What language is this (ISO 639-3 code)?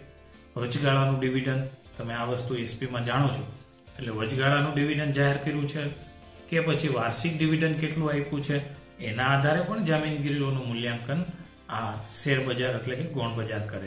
guj